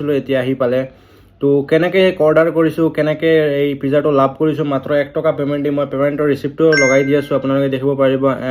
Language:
Assamese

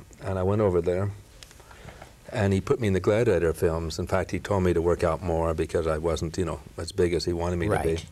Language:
English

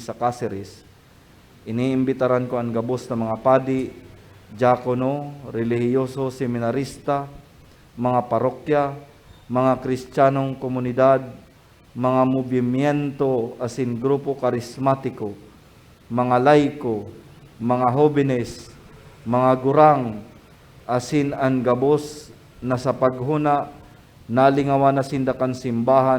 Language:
Bikol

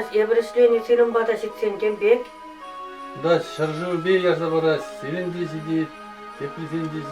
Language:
Chuvash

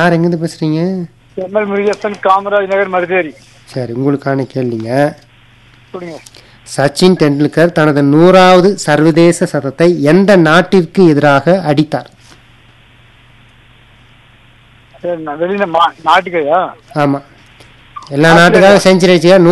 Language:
Tamil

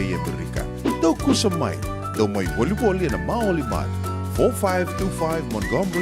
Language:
Fijian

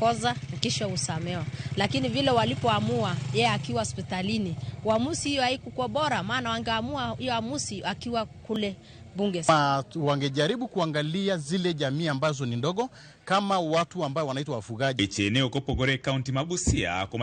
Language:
Luo (Kenya and Tanzania)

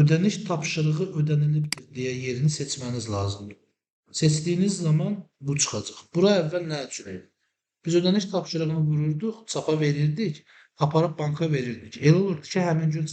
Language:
Azerbaijani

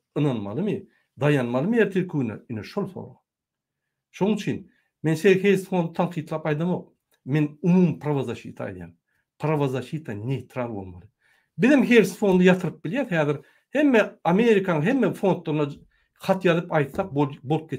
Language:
Turkmen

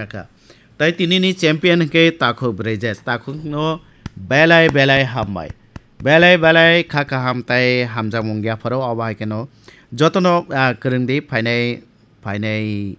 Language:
Kok Borok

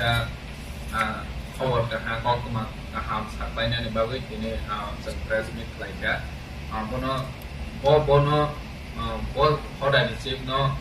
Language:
Riang (India)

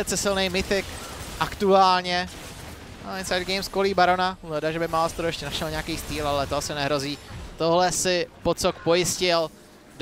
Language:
Czech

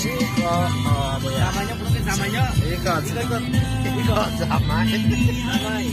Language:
Kok Borok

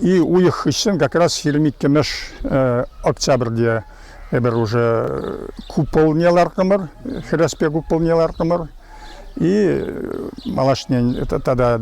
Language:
Chuvash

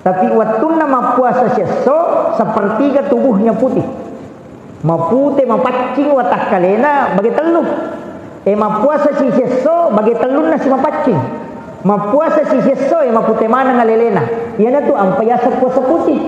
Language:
Buginese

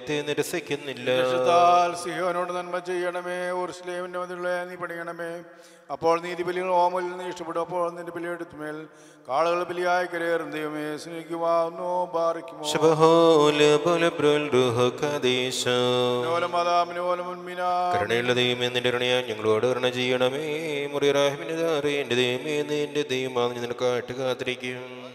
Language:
Malayalam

